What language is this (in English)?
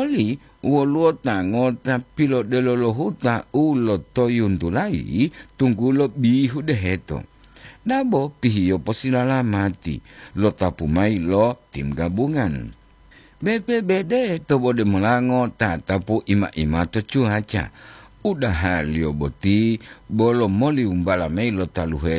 Gorontalo